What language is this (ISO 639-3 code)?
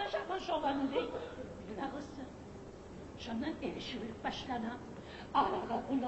kum